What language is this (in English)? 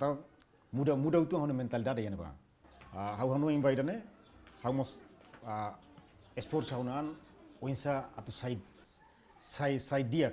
Tetum